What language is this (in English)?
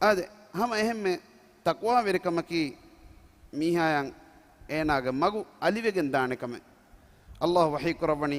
Divehi